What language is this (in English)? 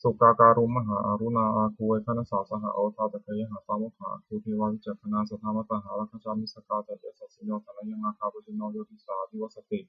Pali